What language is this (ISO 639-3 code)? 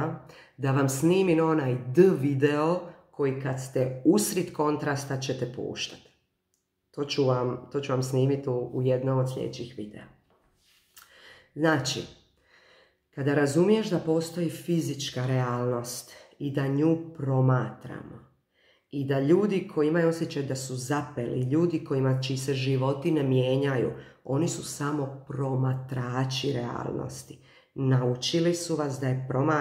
hrv